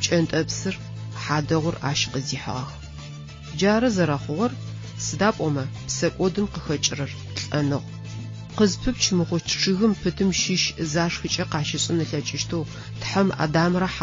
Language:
Adyghe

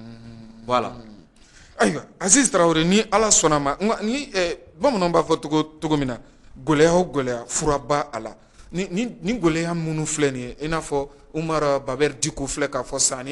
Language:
Bambara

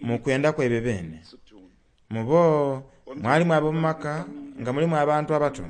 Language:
Soga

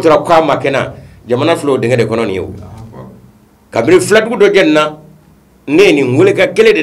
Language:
Bambara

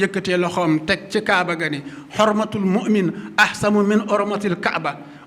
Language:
Wolof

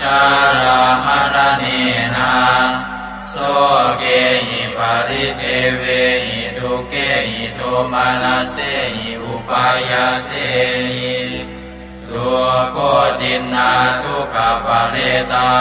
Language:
Pali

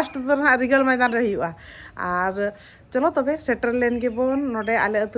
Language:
Santali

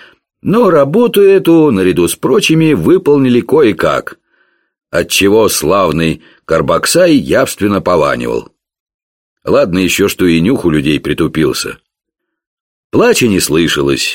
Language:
Russian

